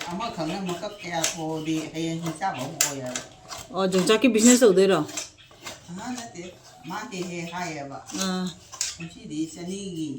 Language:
Manipuri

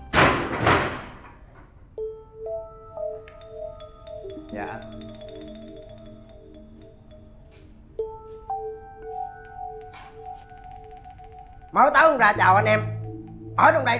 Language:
Vietnamese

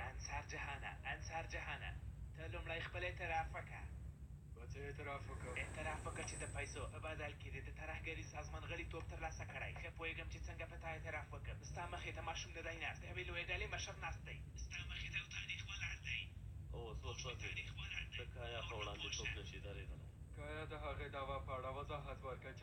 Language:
Pashto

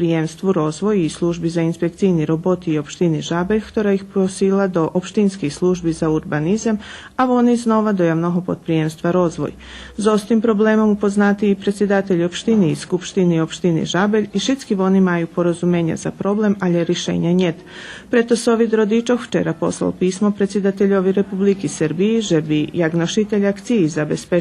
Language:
Rusyn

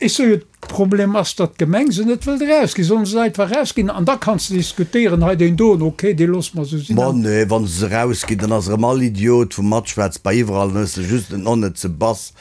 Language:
Luxembourgish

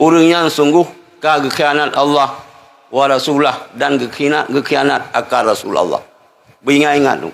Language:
Achinese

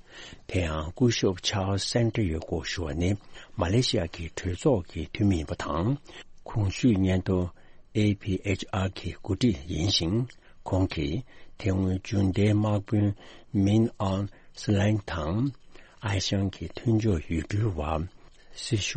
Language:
Tibetan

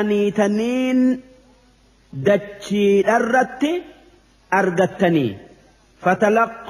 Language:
Oromo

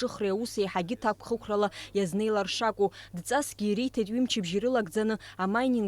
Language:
Abkhazian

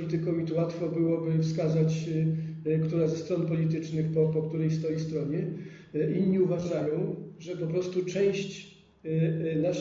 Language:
Polish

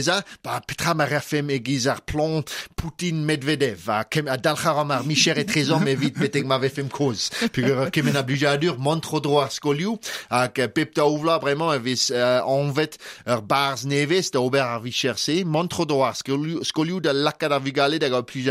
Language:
Breton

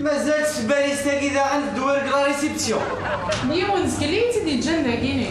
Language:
Kabyle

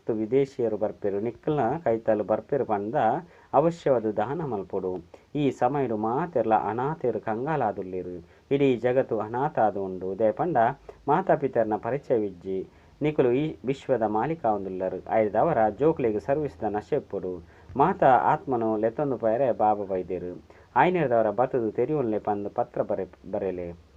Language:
Tulu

